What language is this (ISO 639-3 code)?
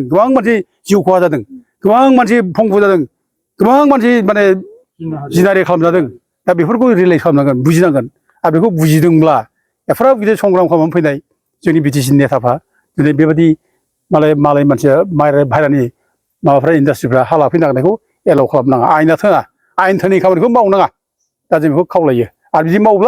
brx